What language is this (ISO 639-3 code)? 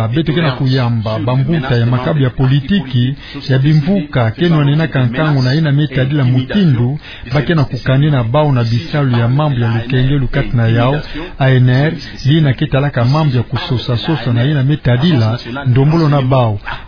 ktu